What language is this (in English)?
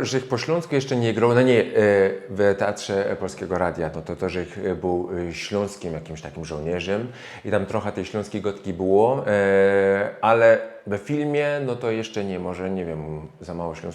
Silesian